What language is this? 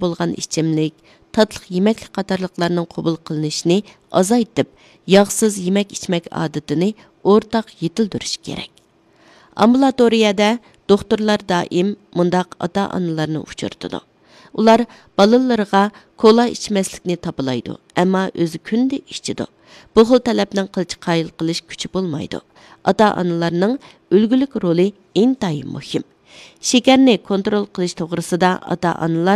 Uyghur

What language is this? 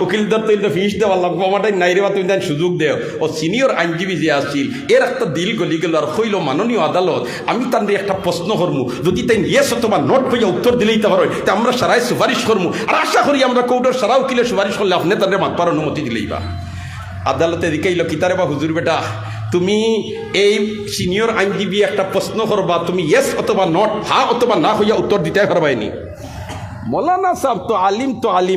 Sylheti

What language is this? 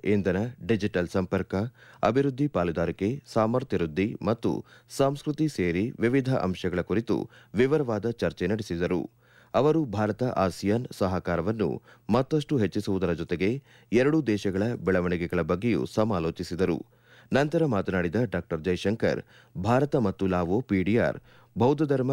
Kannada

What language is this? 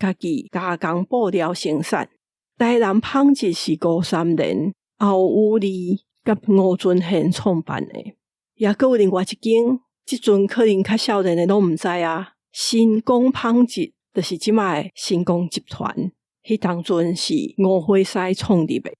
Min Nan Chinese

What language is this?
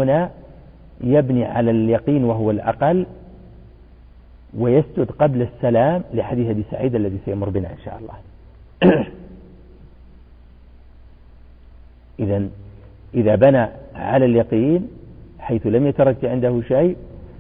Arabic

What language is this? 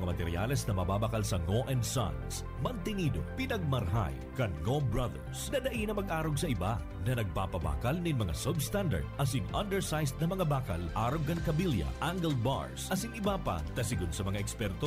Bikol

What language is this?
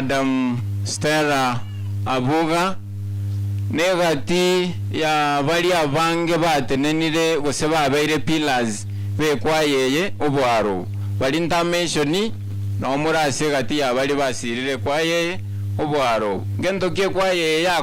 Gusii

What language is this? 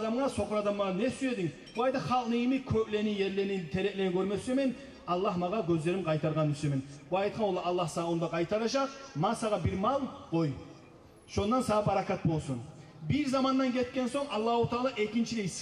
Kumyk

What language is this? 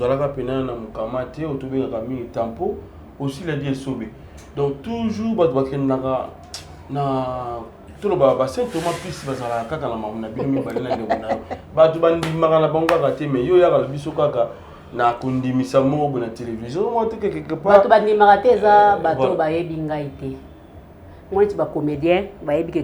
Lingala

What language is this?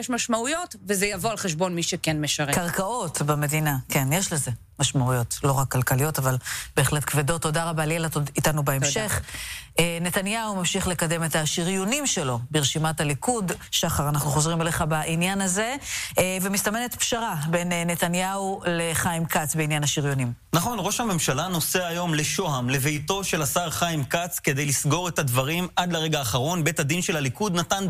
Hebrew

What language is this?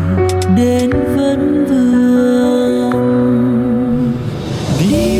Vietnamese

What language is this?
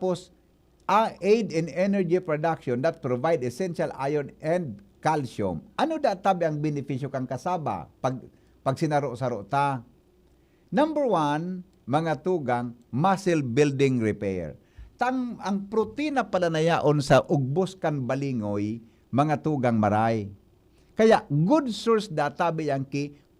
Bikol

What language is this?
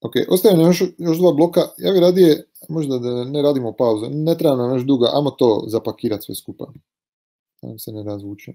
Croatian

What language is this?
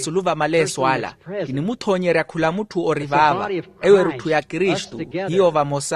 Makhuwa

